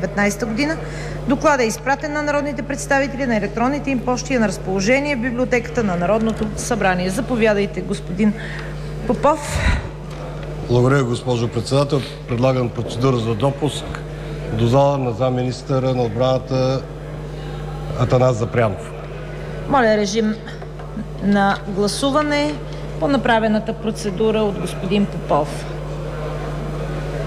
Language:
Bulgarian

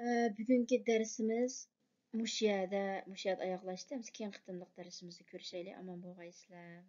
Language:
Uyghur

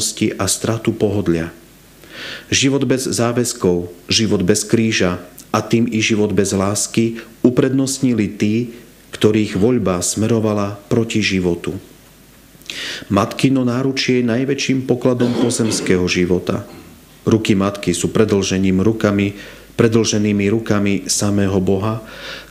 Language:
Slovak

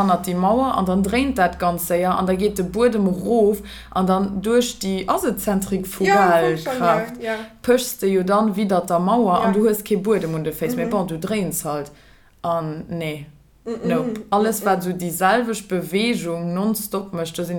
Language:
Luxembourgish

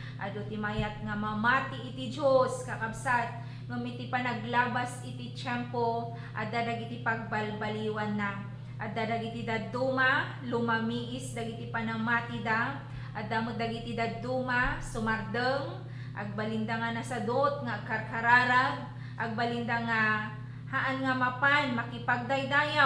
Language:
Iloko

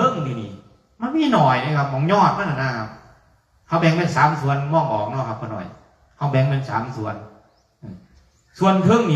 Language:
Northeastern Thai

